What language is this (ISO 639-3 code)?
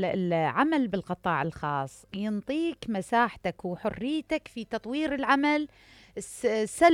acm